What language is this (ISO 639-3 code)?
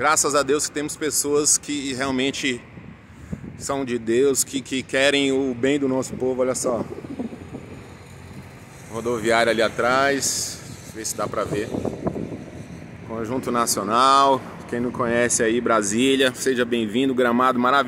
por